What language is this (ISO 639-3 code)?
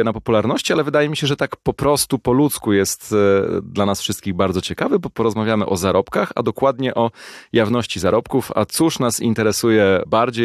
pol